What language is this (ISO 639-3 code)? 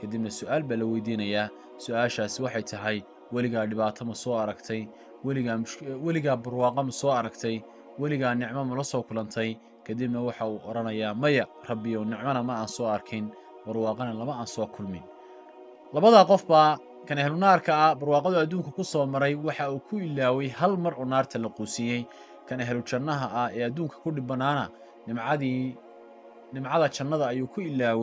som